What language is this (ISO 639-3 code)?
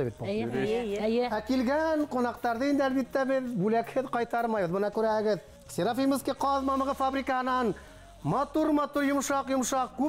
bak